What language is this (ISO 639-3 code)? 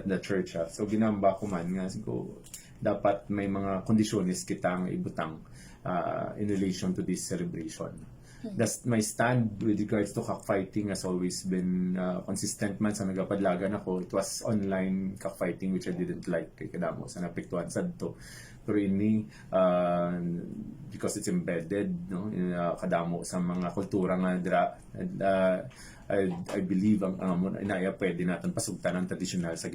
hil